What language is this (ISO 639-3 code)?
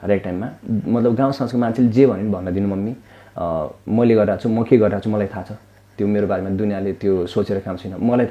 nep